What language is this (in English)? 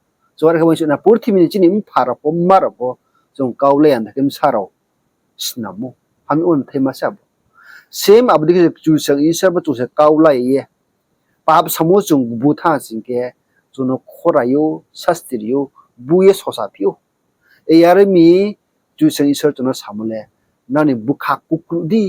Riang (India)